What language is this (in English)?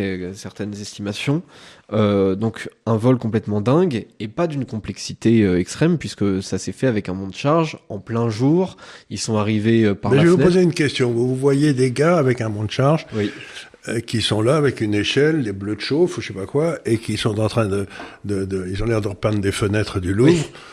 French